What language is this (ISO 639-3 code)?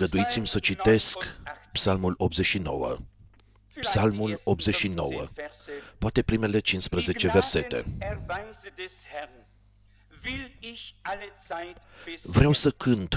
ron